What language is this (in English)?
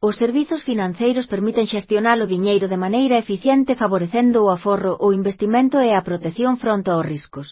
Galician